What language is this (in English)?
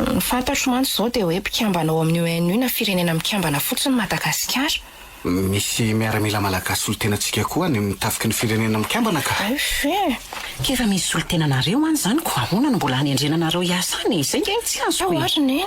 Malagasy